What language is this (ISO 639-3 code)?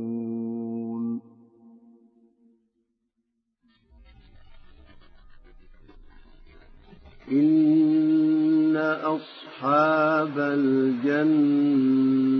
ara